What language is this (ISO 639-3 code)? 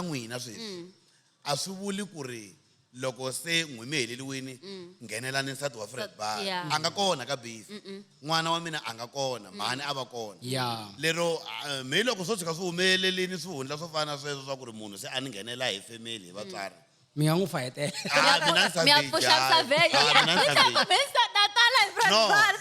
tso